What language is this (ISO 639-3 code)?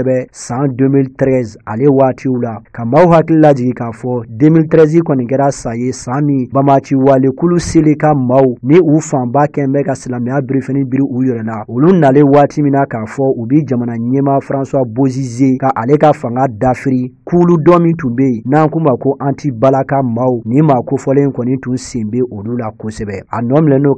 bam